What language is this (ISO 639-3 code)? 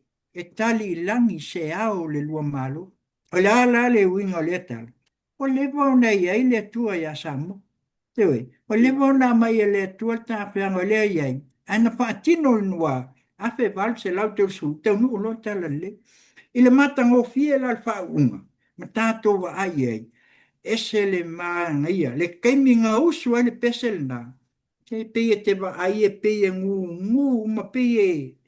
smo